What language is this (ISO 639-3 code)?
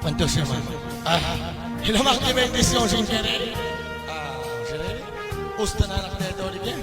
kek